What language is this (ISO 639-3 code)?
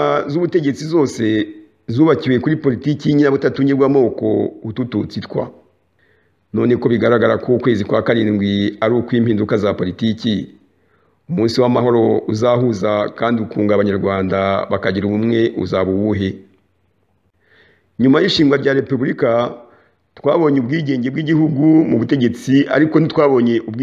kin